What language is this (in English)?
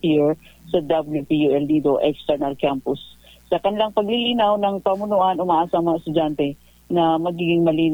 Filipino